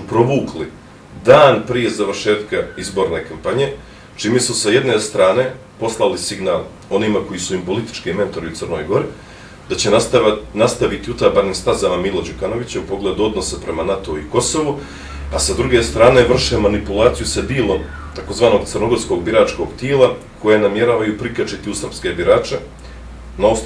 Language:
Bosnian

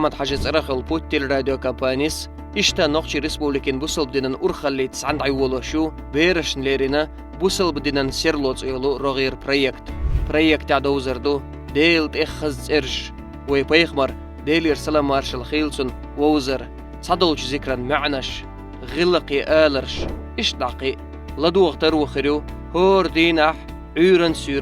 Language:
Chechen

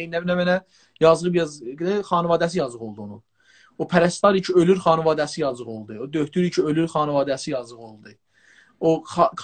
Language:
South Azerbaijani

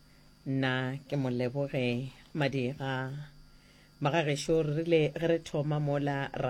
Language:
Northern Sotho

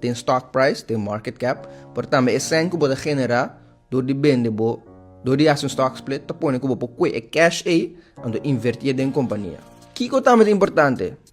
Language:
Papiamento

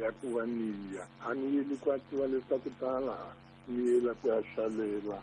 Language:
Tsonga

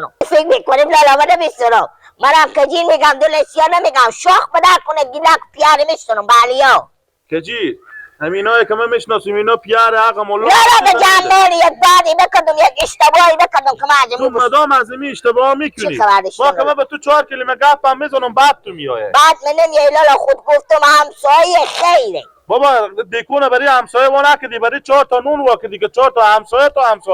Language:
Persian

